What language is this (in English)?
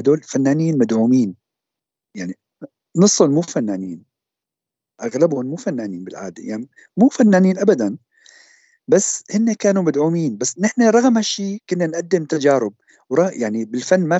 North Levantine Arabic